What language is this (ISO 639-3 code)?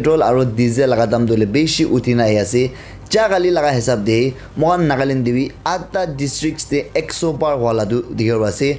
nag